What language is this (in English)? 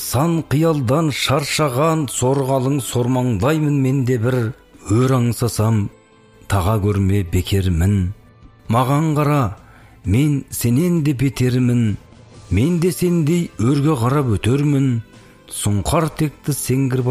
Kazakh